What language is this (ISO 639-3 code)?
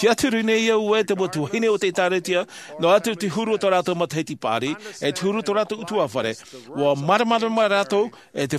tah